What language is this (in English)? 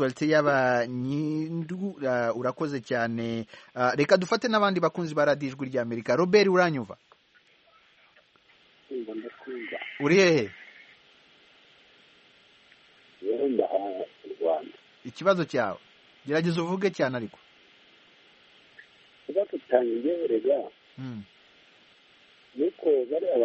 Kinyarwanda